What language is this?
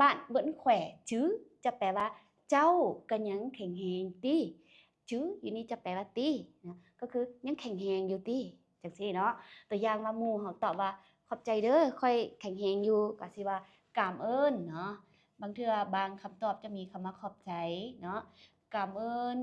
Lao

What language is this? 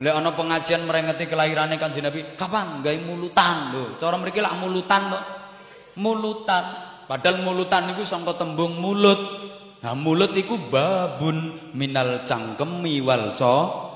Javanese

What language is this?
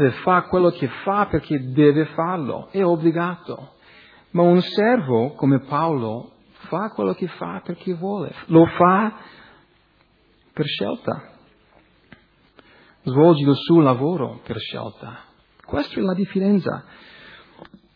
Italian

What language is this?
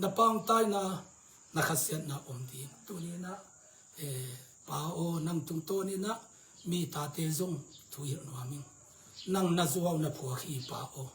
Tedim Chin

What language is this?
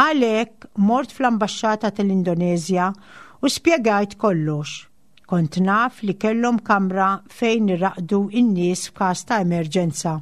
Maltese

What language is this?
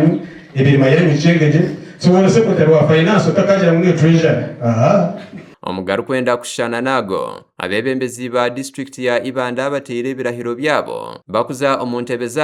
Nyankole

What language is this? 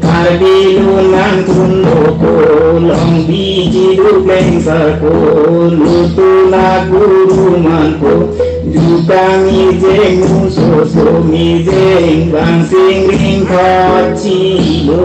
Karbi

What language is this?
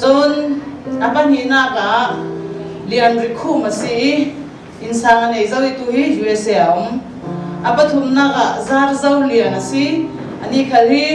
Hakha Chin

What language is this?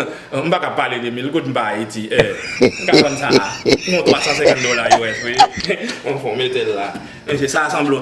Haitian Creole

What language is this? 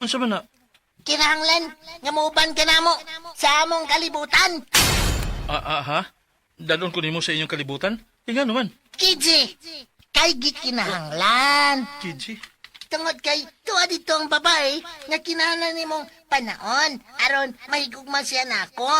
Cebuano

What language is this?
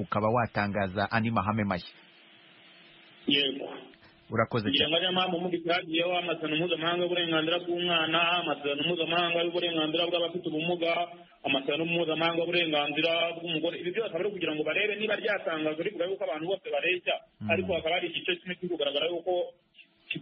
Kinyarwanda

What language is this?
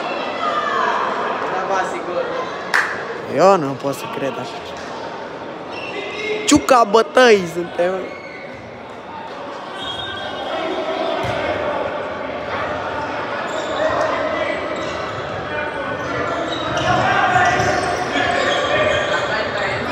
Romanian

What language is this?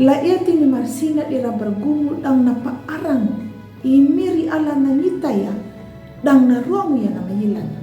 Anakalangu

